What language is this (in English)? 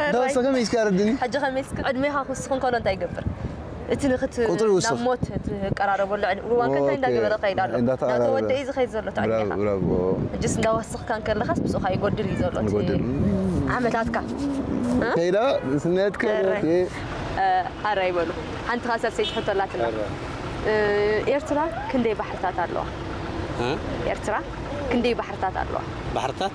Tigrinya